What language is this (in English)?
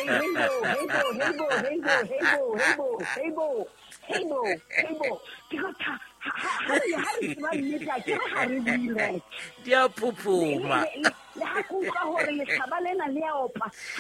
Southern Sotho